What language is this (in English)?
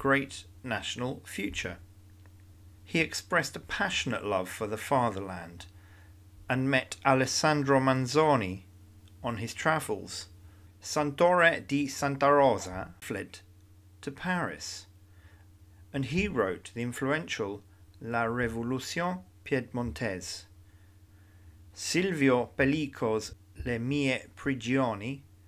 English